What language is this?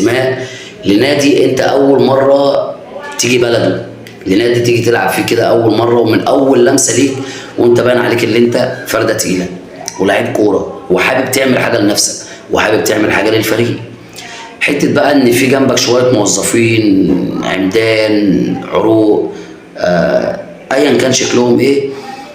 Egyptian Arabic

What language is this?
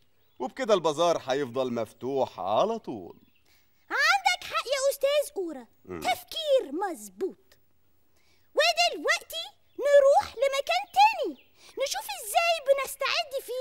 Egyptian Arabic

